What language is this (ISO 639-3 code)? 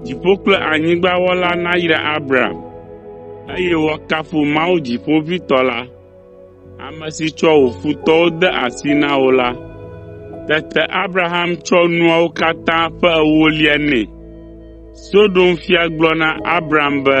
ewe